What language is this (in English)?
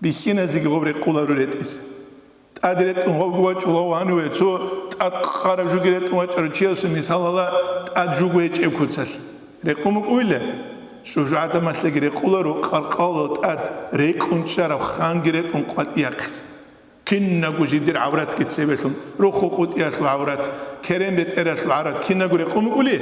Avaric